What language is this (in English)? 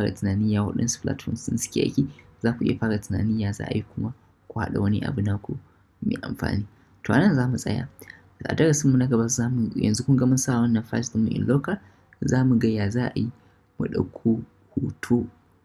Hausa